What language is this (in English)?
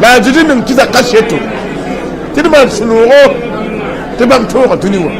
Mossi